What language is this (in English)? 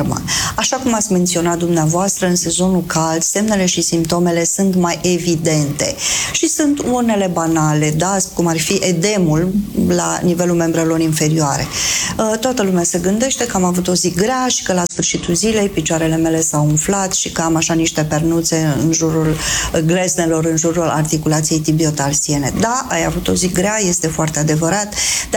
Romanian